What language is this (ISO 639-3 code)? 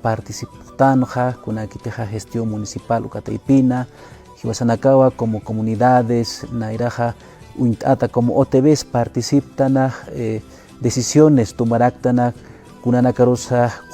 aym